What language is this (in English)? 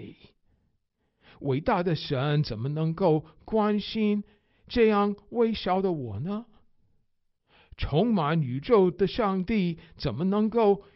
Chinese